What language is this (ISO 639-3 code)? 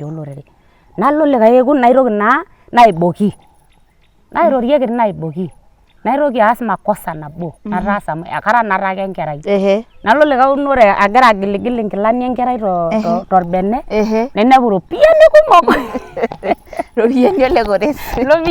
mas